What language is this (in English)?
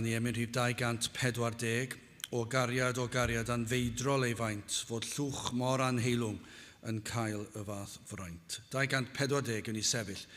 Welsh